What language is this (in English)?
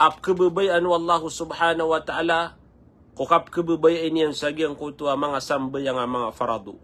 Maranao